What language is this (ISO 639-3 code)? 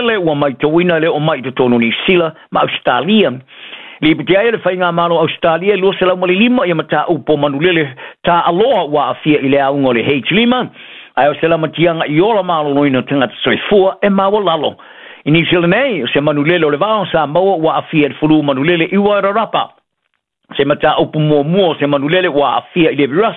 smo